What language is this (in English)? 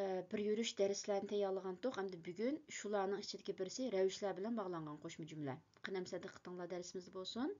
Uyghur